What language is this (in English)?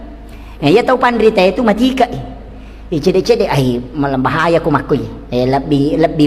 Buginese